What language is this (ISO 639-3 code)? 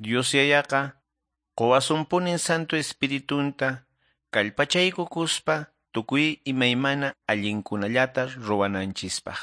que